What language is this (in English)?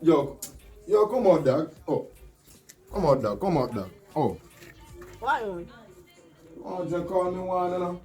Jamaican Creole English